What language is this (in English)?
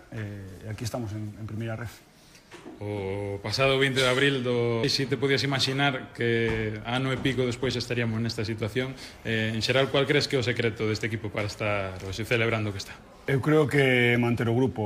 Galician